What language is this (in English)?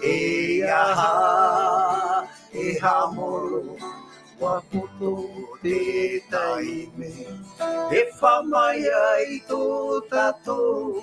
Tahitian